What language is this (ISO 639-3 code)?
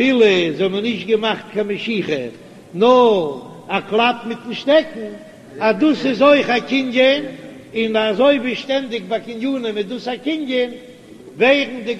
yid